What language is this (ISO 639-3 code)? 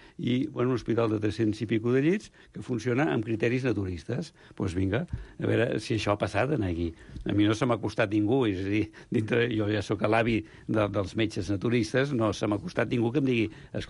cat